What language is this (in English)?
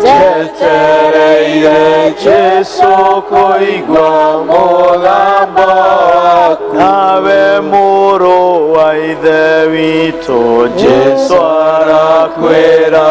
Kikuyu